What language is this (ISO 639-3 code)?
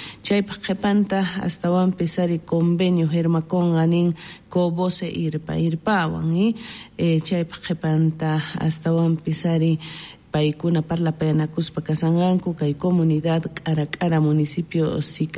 quh